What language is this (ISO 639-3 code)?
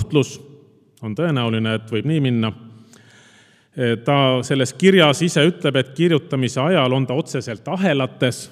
est